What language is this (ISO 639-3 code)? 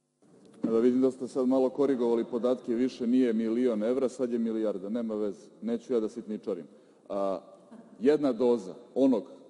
srp